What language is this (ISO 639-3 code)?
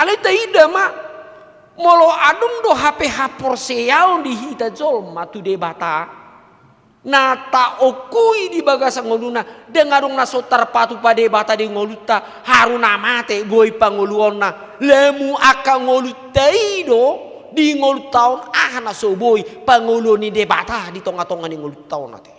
bbc